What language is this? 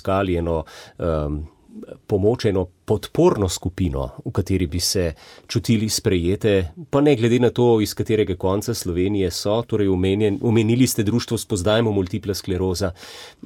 Slovenian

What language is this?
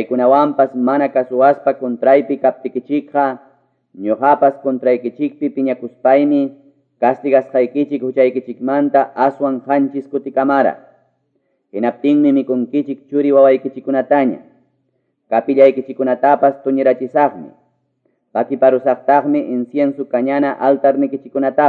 Quechua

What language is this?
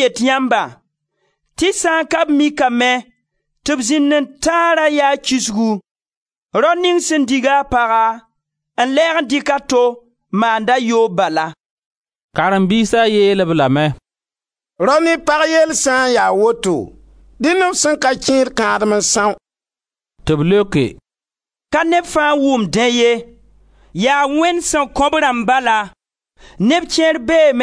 Mossi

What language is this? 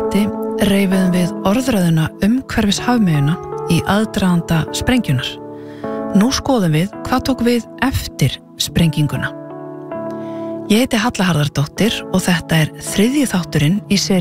Icelandic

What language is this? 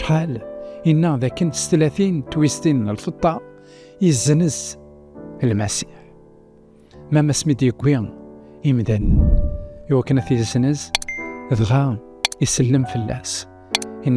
Kabyle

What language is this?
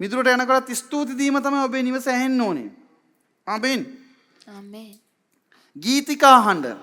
Sinhala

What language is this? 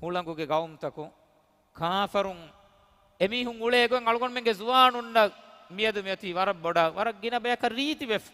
Divehi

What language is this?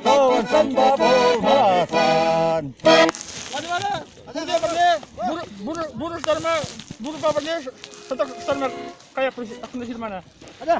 Chuvash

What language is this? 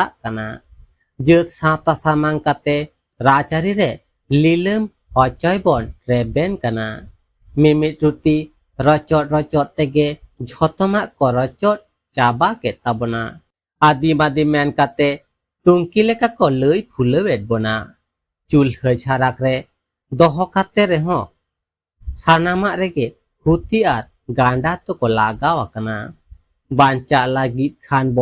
Santali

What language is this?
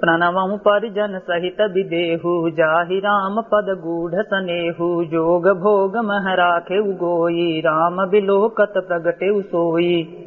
Awadhi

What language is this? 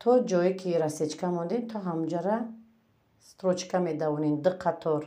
Tajik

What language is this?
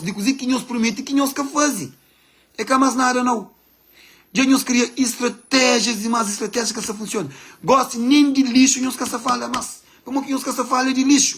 Kabuverdianu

